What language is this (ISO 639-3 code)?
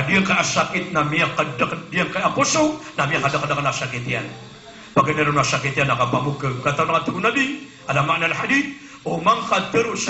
mrw